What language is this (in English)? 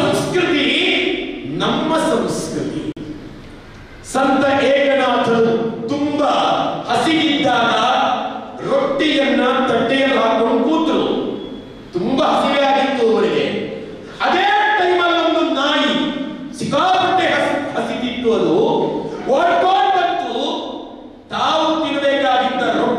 Kannada